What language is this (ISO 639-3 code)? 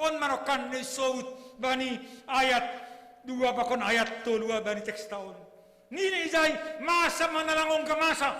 bts